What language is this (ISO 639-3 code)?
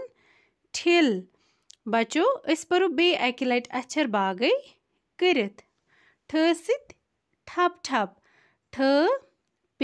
kas